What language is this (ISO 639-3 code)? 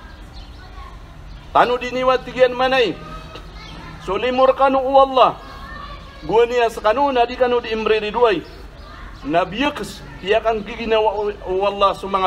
mrw